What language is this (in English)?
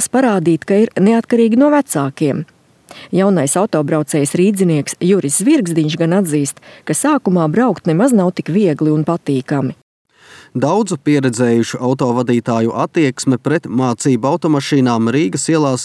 Latvian